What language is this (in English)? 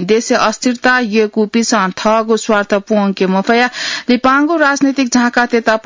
Newari